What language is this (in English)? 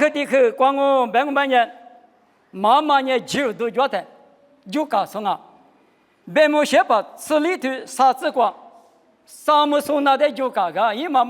Lisu